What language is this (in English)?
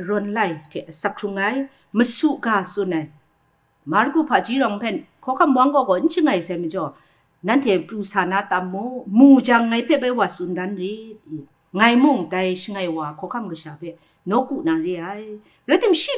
Kachin